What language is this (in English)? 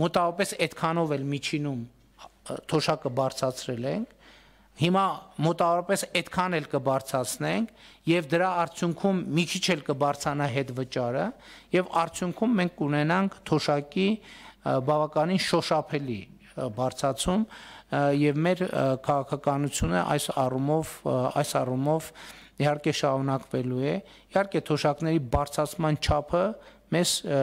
Armenian